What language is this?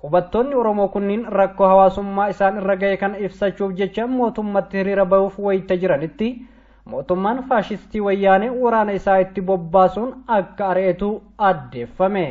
Oromo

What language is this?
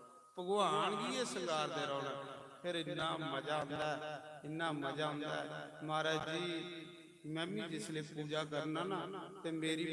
Dogri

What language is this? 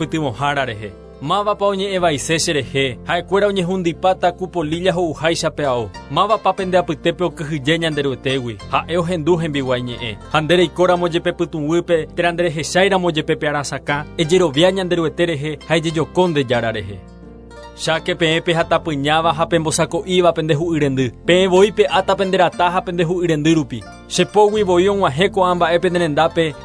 Guarani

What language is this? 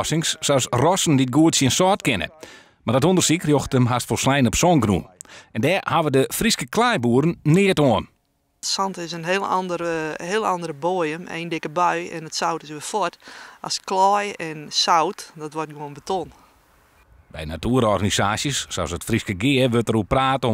Western Frisian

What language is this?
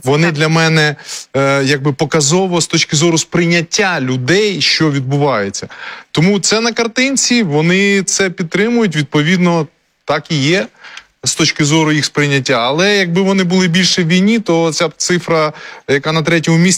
Ukrainian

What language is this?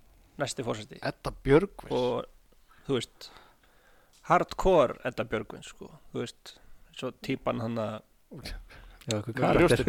Icelandic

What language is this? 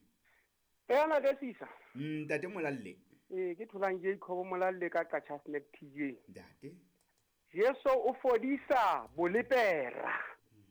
Southern Sotho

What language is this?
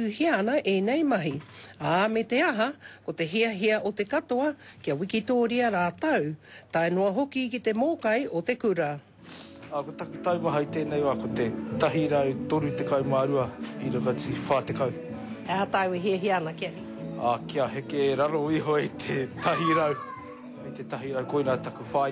Māori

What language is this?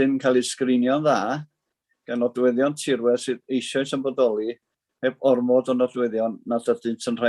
Welsh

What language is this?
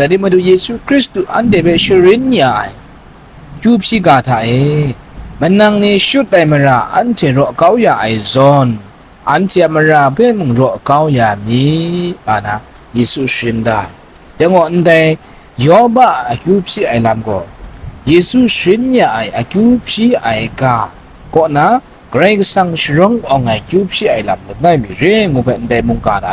Kachin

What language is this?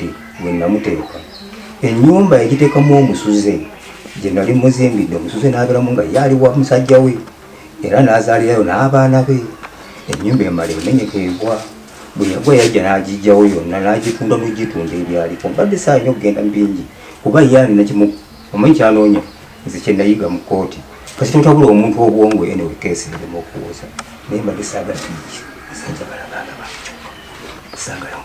Ganda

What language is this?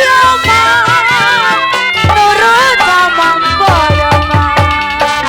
Betawi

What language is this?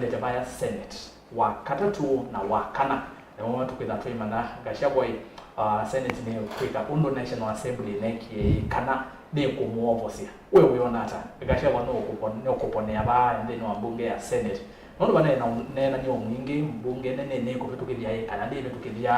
Kamba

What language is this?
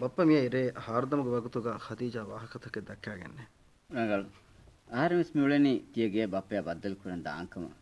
Divehi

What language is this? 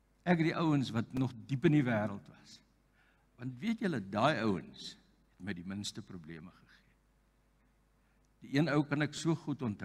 Afrikaans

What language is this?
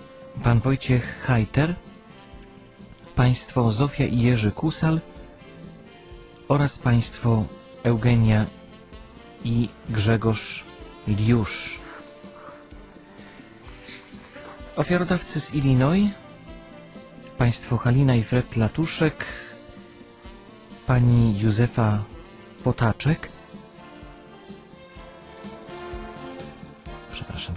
Polish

